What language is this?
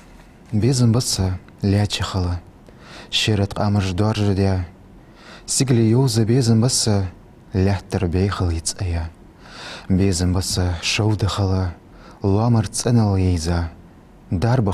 Ingush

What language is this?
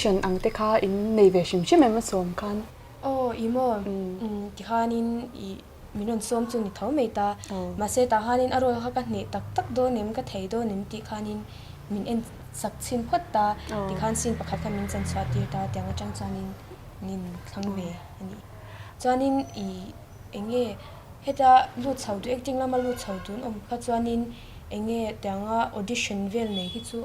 Mizo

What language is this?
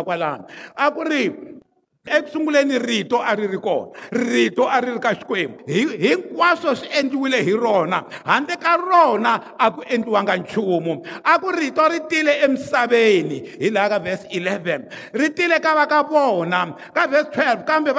Tsonga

